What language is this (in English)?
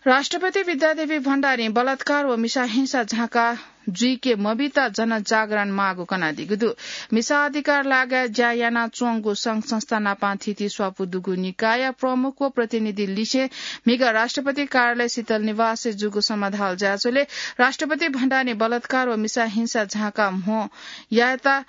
Newari